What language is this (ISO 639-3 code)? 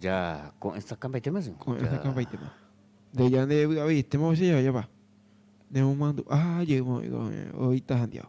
grn